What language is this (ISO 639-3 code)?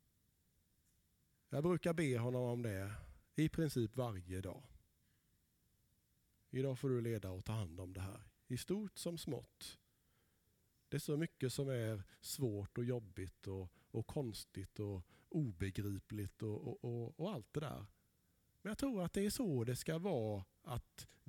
swe